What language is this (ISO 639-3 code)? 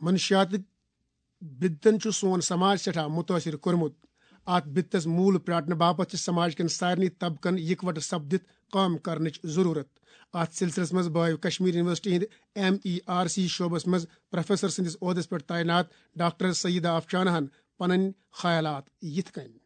kas